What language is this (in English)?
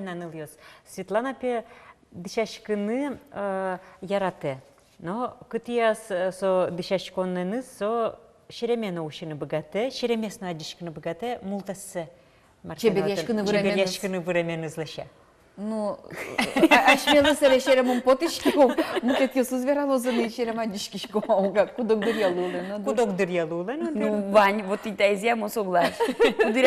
Udmurt